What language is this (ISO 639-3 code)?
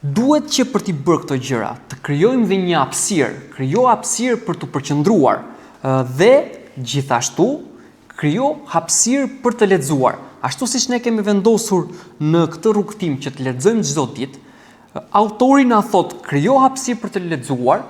sqi